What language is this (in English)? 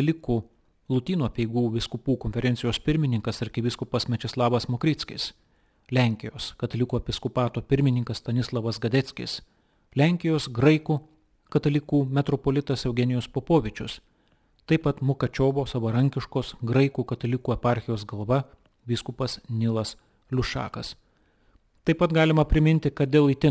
Lithuanian